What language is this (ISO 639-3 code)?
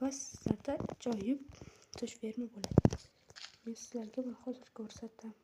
uzb